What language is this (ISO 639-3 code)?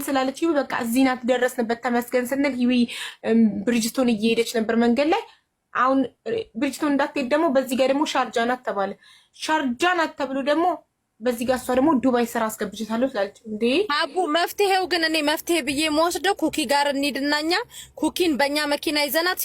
amh